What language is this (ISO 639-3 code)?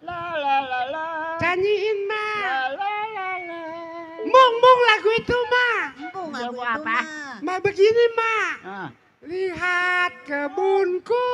bew